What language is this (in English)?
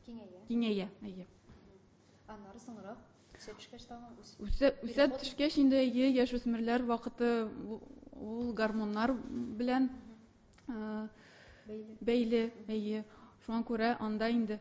Tatar